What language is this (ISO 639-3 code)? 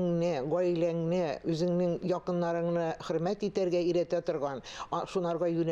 tat